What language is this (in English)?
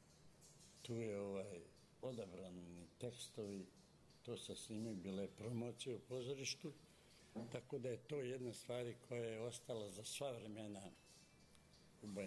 Serbian